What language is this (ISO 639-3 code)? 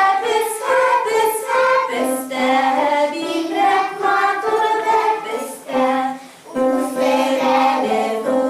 bak